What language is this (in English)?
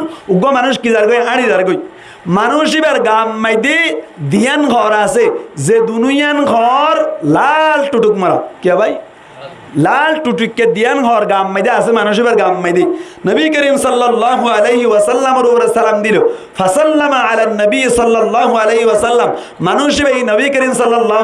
Rohingya